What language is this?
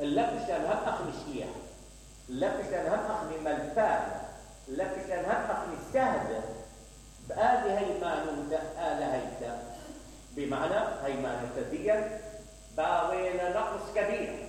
Mesopotamian Arabic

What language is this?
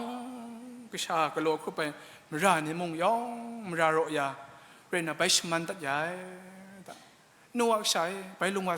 Kachin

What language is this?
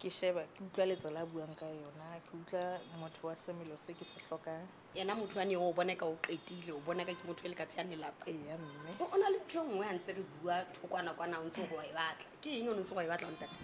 Southern Sotho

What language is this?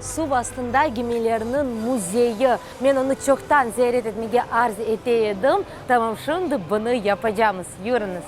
Crimean Tatar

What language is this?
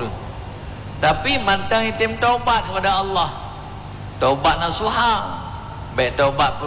Achinese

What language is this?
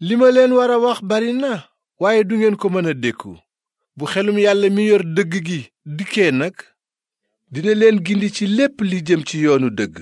Wolof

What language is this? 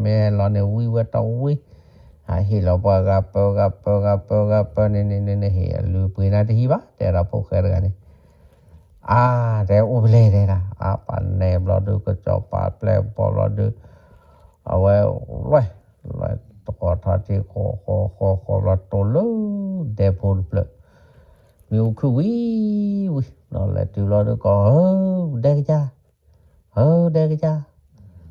S'gaw Karen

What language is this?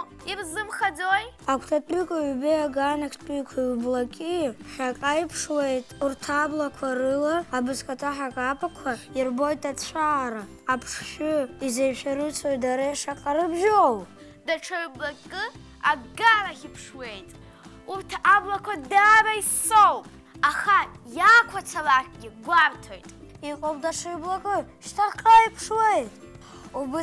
Abkhazian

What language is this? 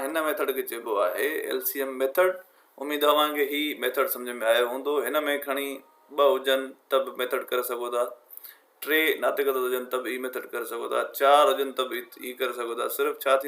Sindhi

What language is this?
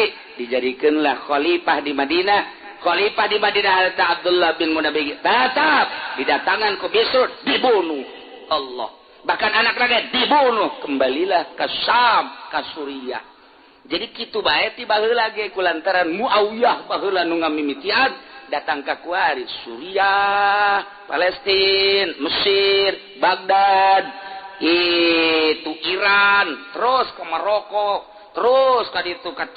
Sundanese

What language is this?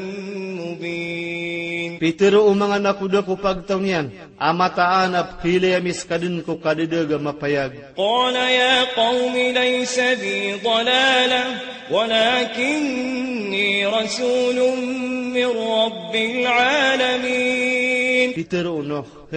Maranao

